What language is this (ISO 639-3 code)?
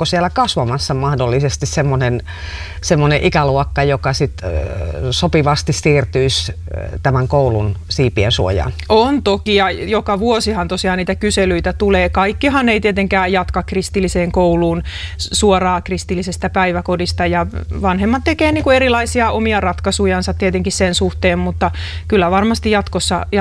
fin